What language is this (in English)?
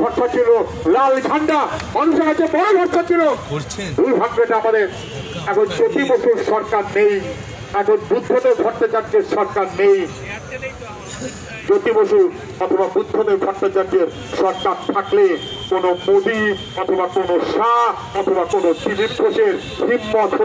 Bangla